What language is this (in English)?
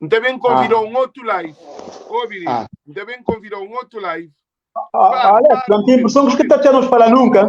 Kabuverdianu